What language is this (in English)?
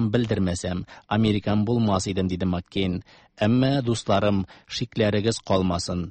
Tatar